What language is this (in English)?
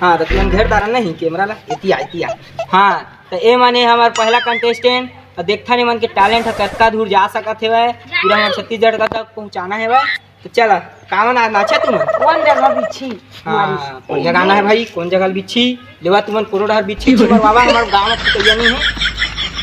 Chhattisgarhi